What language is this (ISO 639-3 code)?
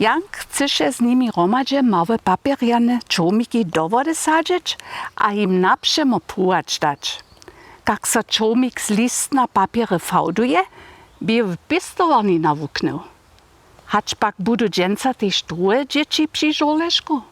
hsb